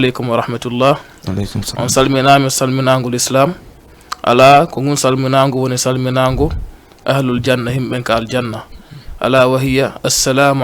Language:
Fula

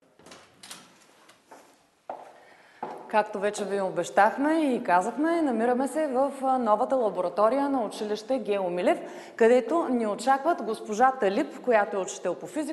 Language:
Bulgarian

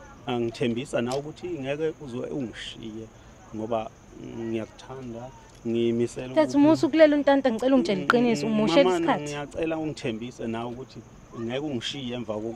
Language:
Zulu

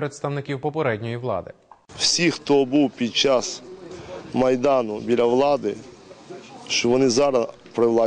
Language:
Ukrainian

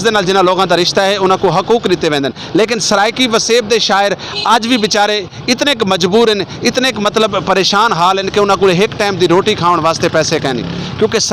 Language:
Saraiki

